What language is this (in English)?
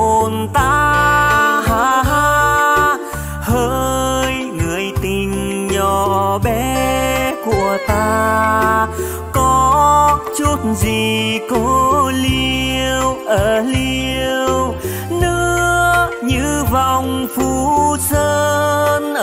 Vietnamese